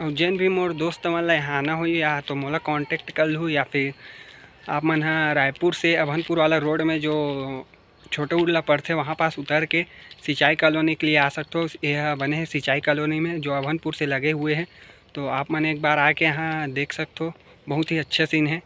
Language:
Chhattisgarhi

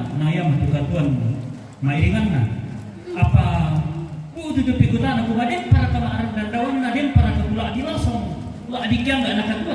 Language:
Toraja-Sa'dan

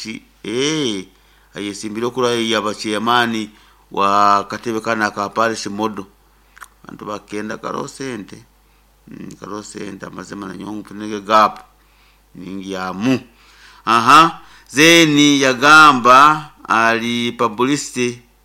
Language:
Nyoro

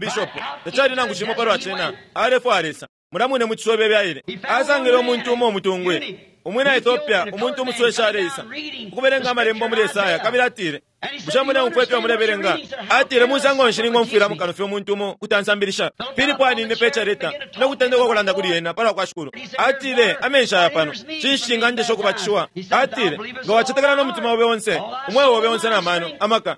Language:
Bemba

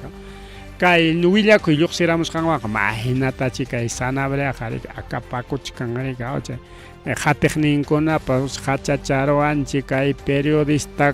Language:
Ayacucho Quechua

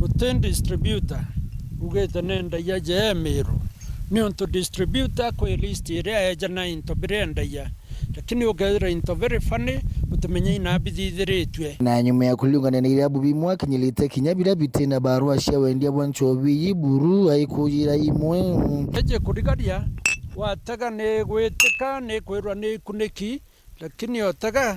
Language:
Meru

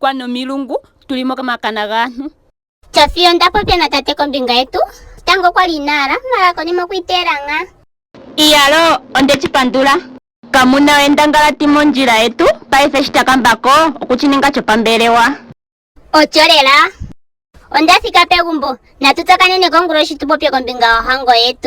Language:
Ndonga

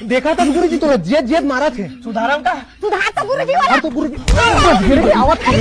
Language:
Chhattisgarhi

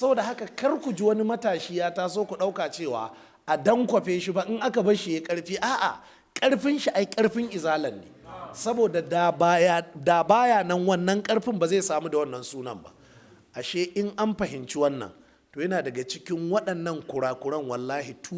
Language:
Hausa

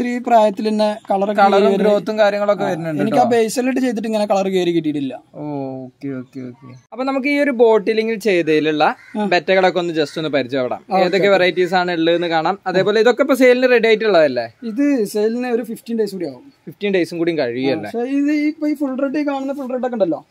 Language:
Malayalam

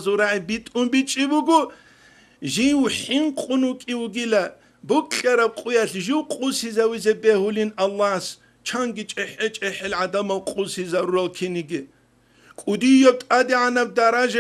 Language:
Avaric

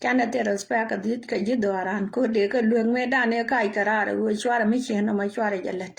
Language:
Nuer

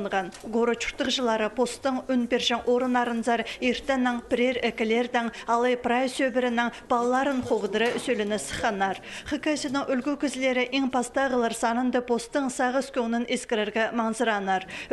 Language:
Khakas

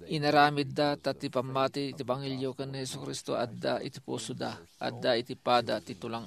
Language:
Iloko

